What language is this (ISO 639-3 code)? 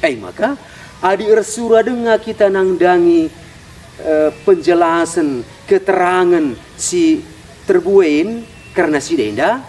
btx